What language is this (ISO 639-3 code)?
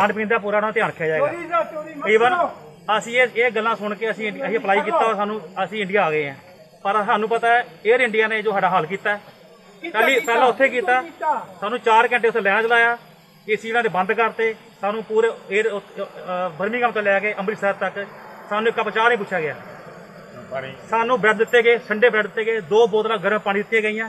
pan